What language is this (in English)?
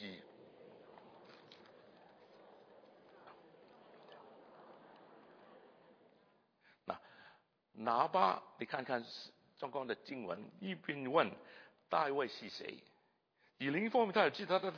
Chinese